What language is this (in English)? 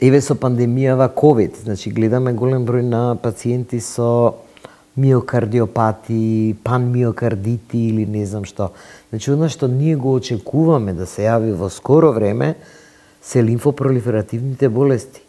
Macedonian